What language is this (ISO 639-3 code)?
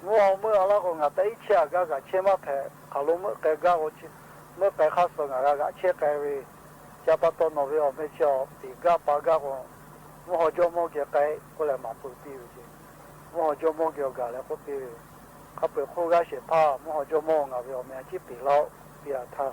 lhu